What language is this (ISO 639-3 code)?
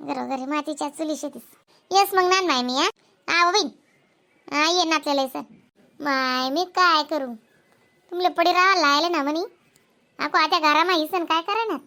khn